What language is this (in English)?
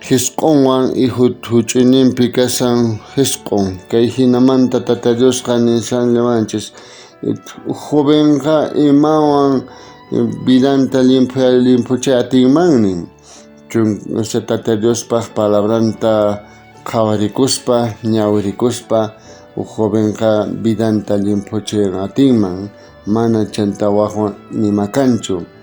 South Bolivian Quechua